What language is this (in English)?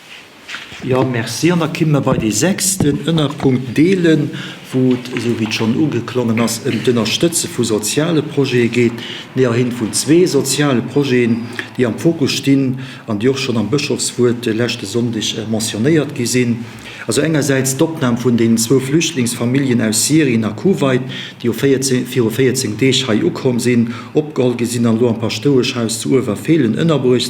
Luxembourgish